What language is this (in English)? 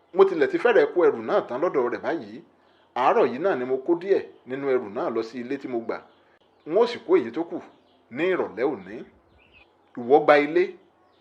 Yoruba